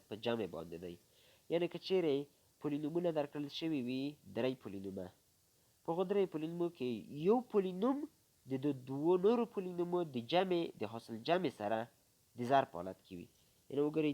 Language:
Pashto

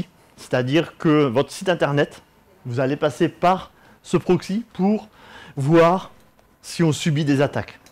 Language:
French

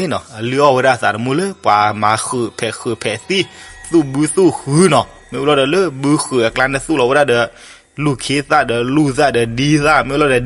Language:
S'gaw Karen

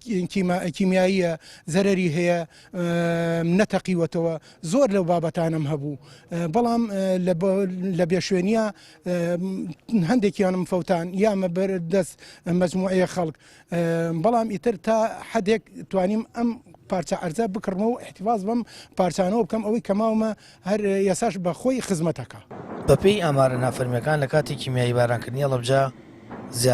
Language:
Central Kurdish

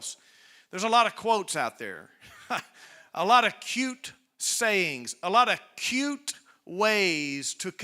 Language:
English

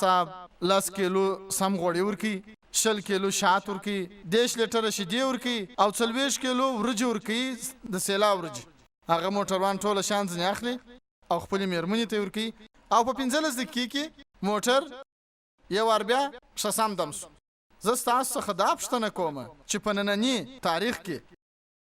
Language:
Pashto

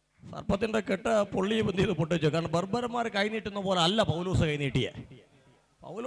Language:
Malayalam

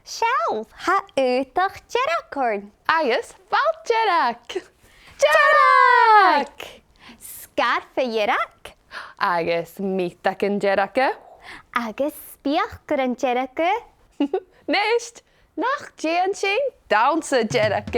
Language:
Scottish Gaelic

